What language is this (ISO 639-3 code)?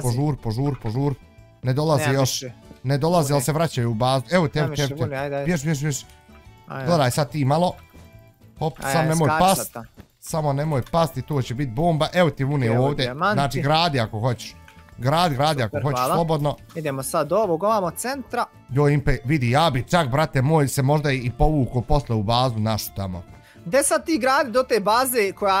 bos